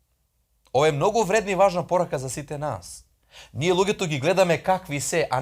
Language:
Macedonian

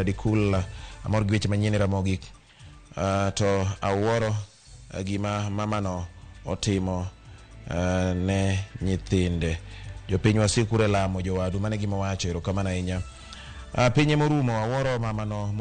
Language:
Luo (Kenya and Tanzania)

